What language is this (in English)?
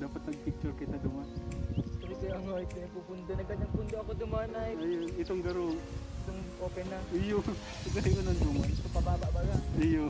Bikol